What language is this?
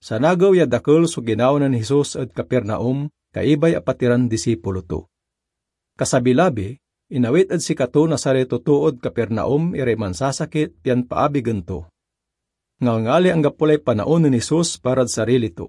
Pangasinan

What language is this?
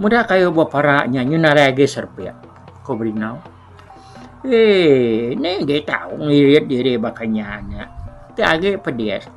Iban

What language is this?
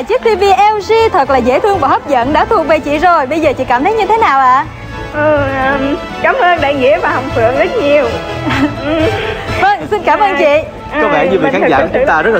Vietnamese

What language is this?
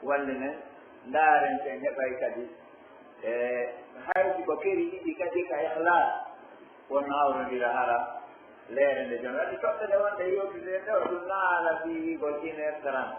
Pular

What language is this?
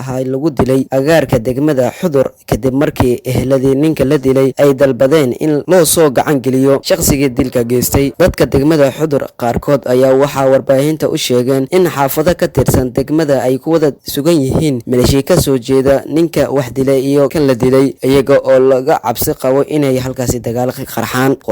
Somali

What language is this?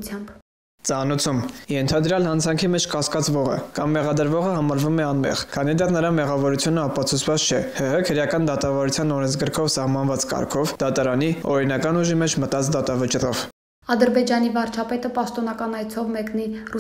Armenian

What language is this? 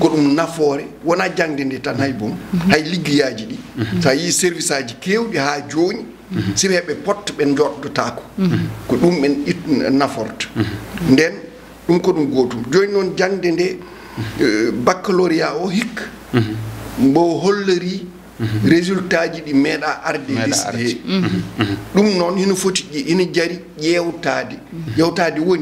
Fula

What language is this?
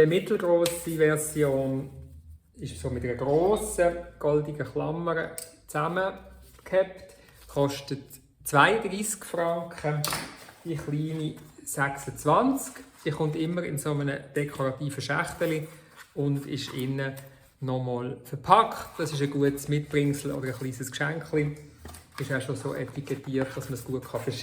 Swiss German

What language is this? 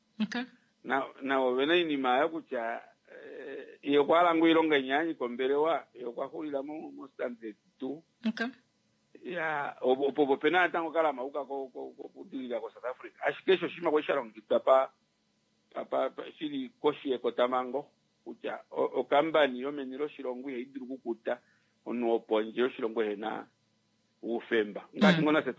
Kuanyama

